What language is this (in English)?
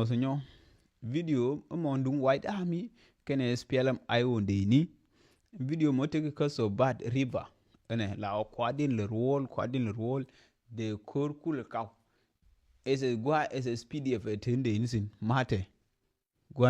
Nuer